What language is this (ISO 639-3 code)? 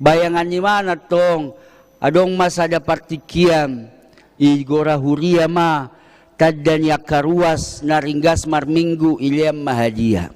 bbc